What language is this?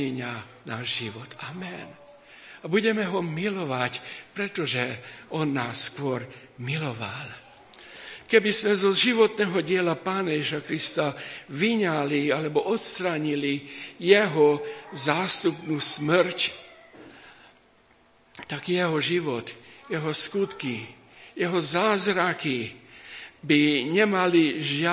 Slovak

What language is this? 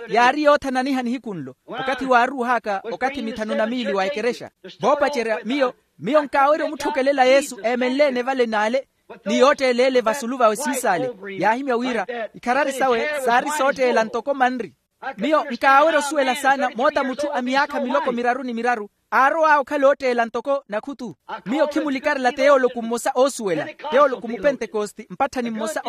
Makhuwa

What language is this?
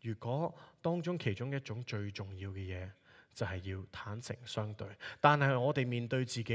Cantonese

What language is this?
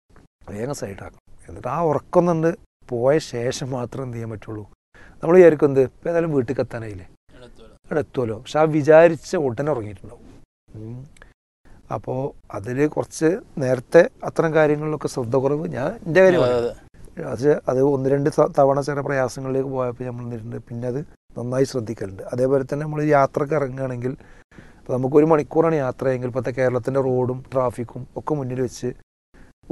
Malayalam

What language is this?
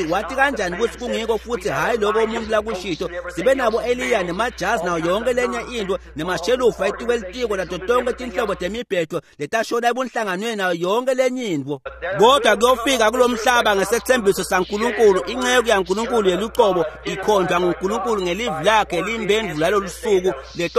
Swati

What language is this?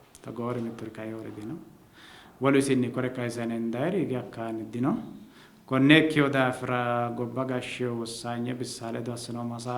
Sidamo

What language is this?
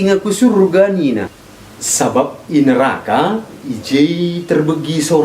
Batak Karo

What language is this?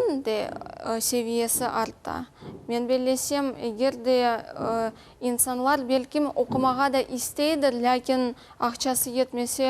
Crimean Tatar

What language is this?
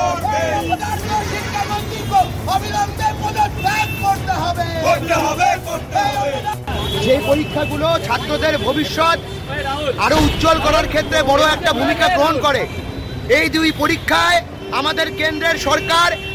Bangla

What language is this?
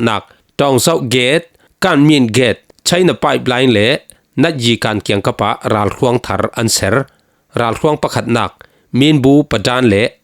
Falam Chin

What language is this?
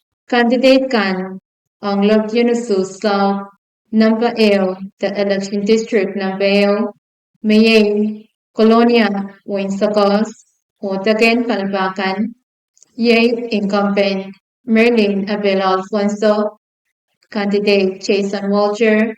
Pohnpeian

